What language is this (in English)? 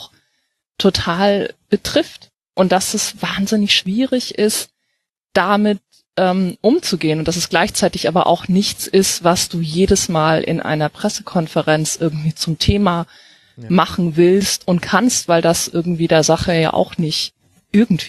German